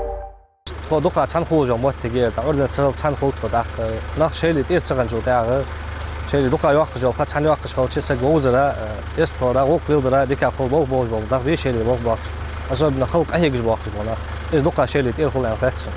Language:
Ingush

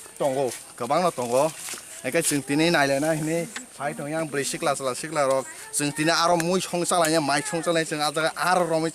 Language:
Kok Borok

